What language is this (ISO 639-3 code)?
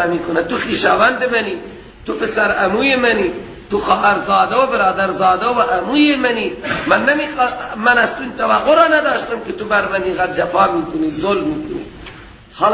fas